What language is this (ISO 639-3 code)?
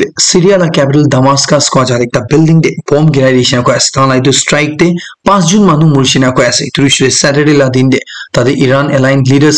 nag